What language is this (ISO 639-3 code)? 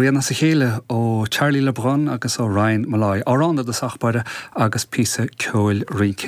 gle